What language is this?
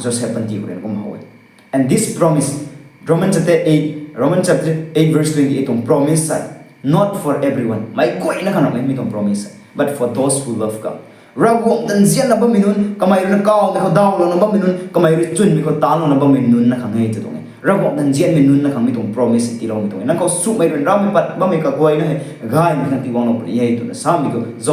Rongmei Naga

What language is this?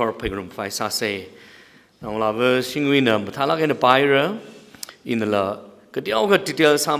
Tangkhul Naga (India)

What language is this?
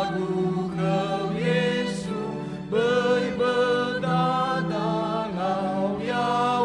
Nias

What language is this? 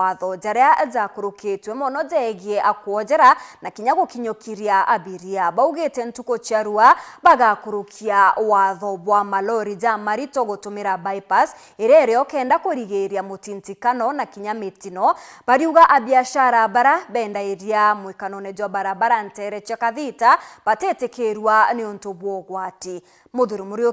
Meru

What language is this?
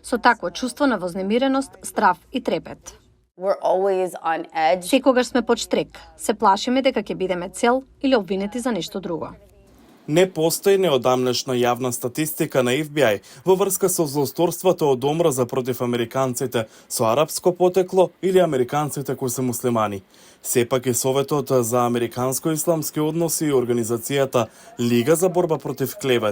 Macedonian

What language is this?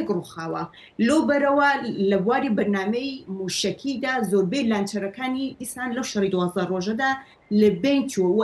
Central Kurdish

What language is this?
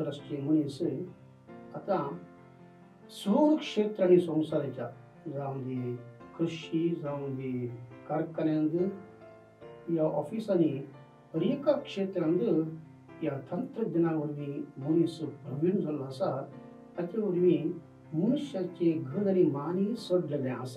Konkani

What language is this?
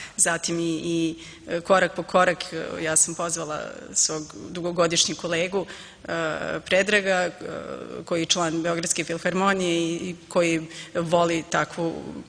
Serbian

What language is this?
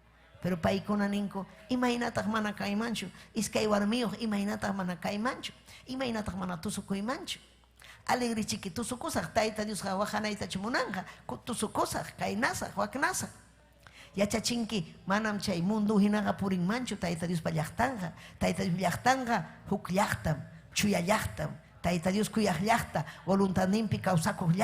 Ayacucho Quechua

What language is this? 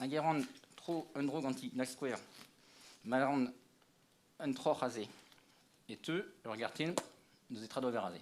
Breton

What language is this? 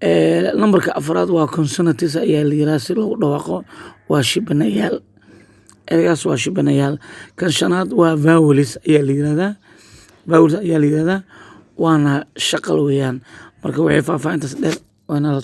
Somali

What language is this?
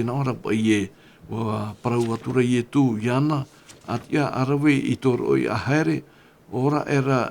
Tahitian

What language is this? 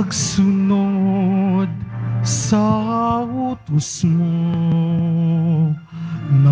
Filipino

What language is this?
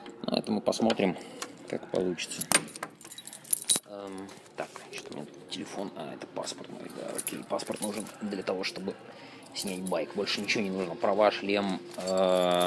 Russian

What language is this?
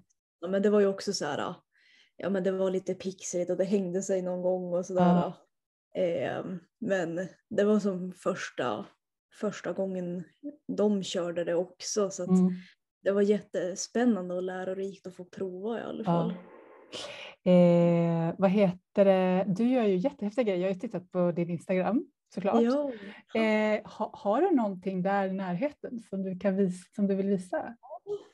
Swedish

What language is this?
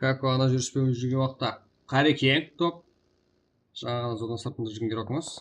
Kara-Kalpak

